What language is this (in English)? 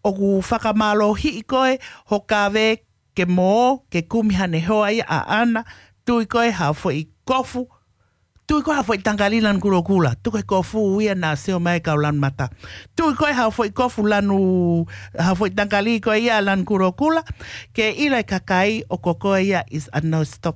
Tongan